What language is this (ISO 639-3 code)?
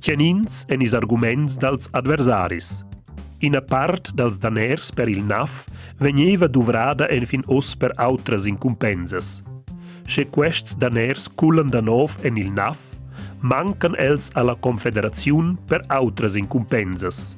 roh